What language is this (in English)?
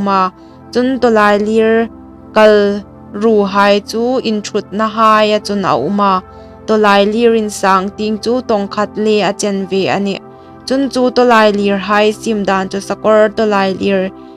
Hmar